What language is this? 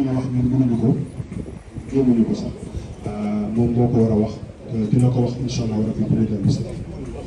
Wolof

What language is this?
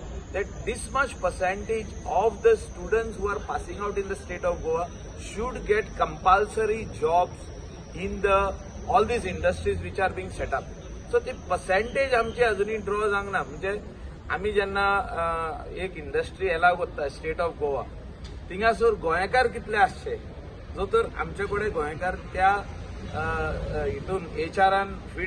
Konkani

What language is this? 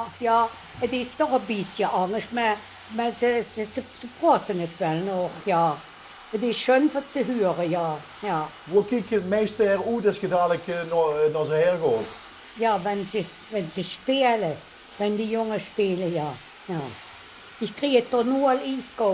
Limburgish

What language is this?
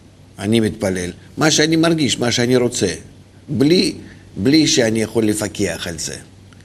Hebrew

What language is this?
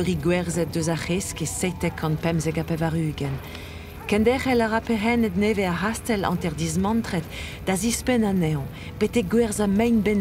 Breton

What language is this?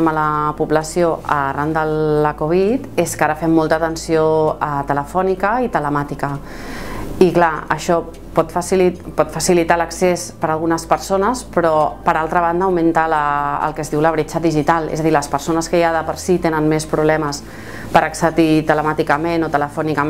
Catalan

